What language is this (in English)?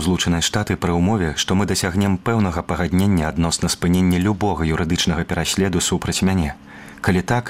Belarusian